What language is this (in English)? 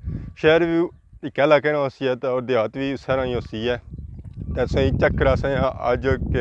Pahari-Potwari